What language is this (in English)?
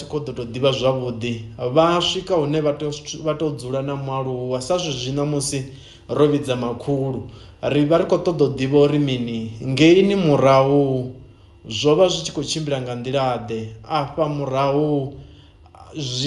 Venda